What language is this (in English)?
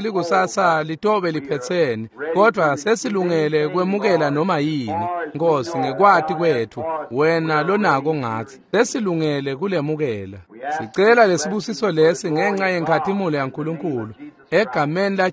Swati